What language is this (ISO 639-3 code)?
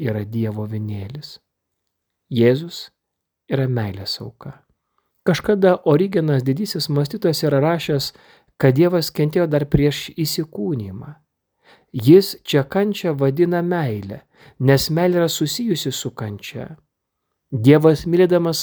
lit